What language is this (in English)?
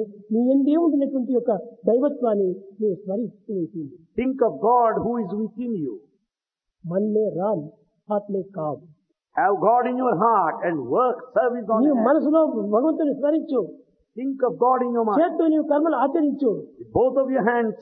Telugu